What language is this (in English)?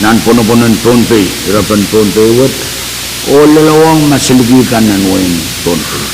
Pohnpeian